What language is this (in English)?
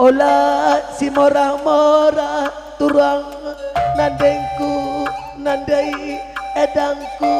Batak Karo